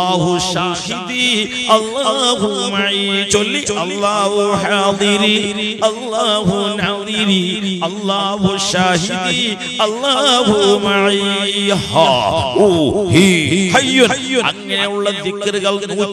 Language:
Malayalam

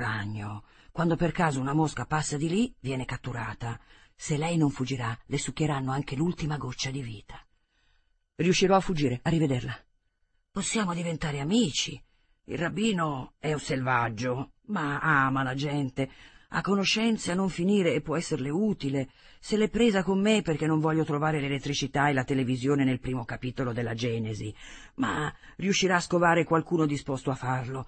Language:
Italian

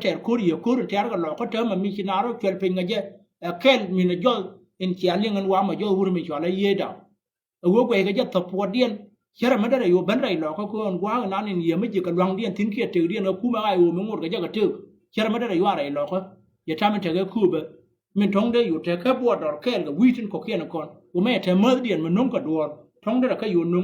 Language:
Nuer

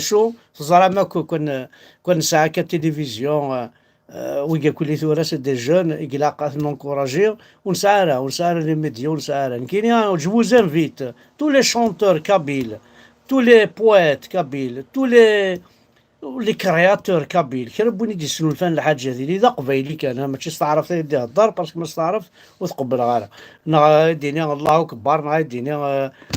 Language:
Kabyle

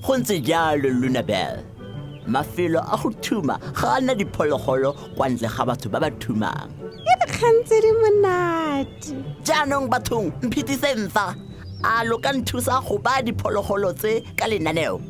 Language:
Tswana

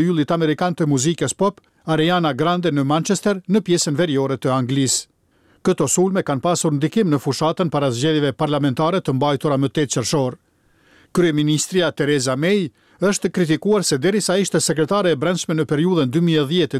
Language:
Albanian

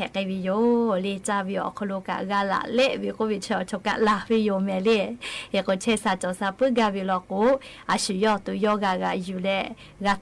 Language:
Lahu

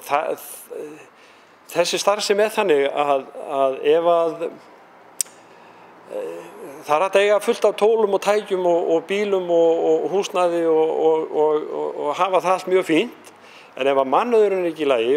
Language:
Icelandic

